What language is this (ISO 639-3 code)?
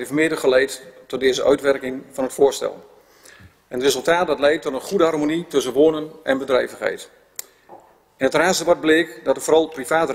nld